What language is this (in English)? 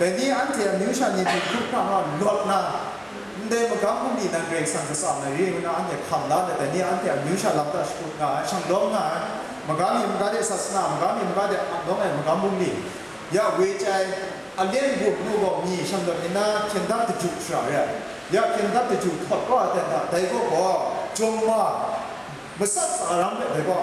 Kachin